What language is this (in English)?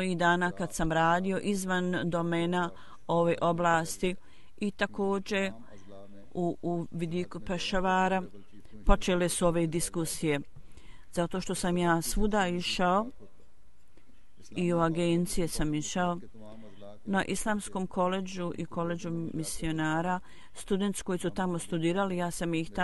Bosnian